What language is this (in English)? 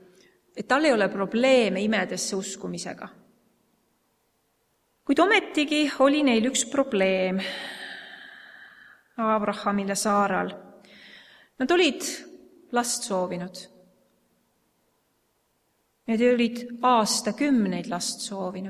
Estonian